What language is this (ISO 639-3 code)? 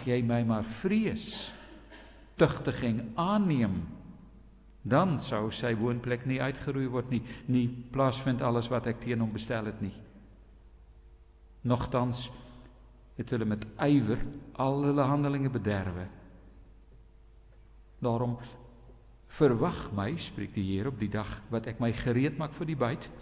afr